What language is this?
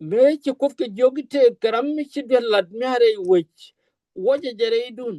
Nuer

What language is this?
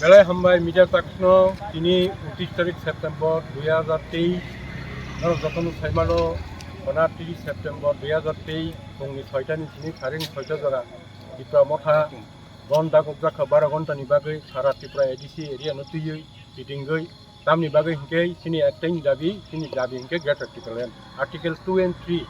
Kok Borok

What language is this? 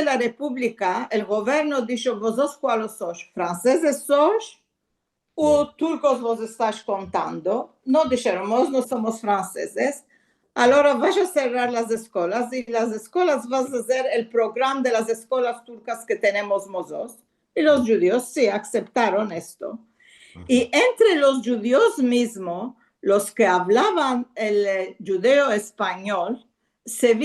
Ladino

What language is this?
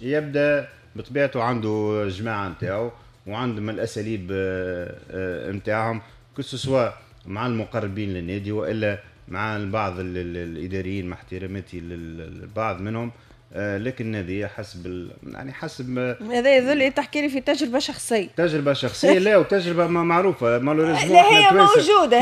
Tunisian Arabic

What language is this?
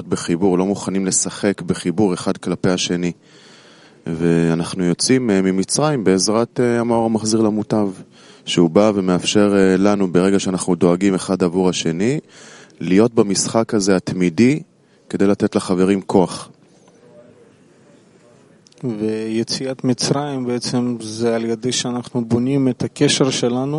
Hebrew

